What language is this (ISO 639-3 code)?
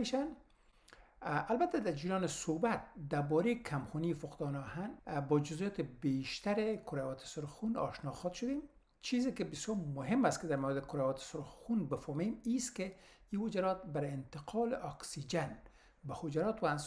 fas